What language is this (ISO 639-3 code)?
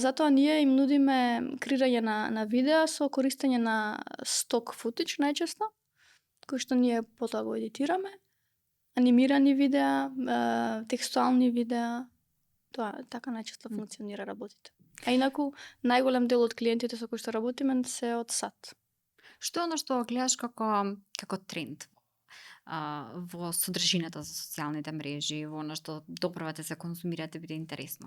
mkd